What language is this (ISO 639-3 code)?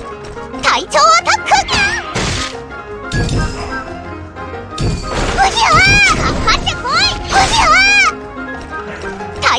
jpn